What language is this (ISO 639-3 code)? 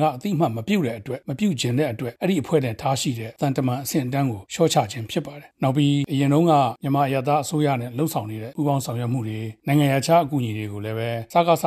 mya